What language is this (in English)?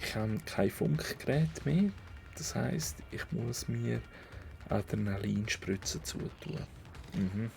Swiss German